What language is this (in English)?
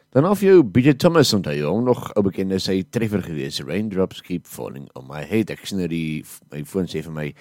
Afrikaans